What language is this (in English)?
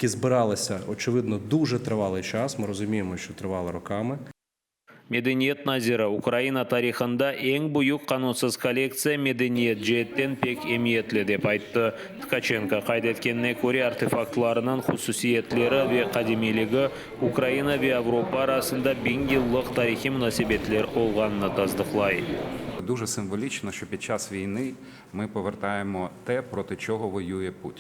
Crimean Tatar